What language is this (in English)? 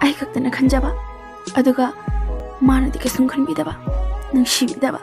Manipuri